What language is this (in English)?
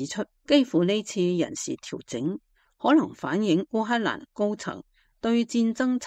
Cantonese